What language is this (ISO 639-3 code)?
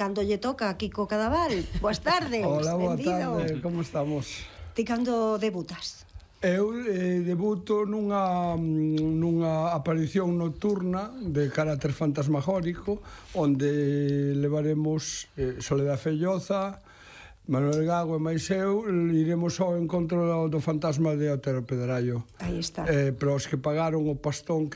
glg